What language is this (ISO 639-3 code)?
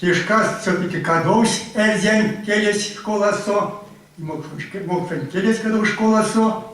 myv